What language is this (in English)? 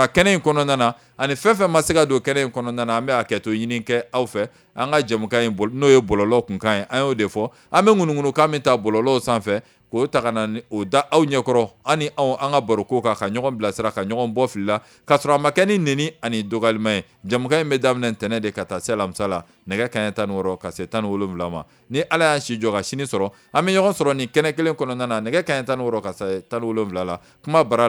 Bambara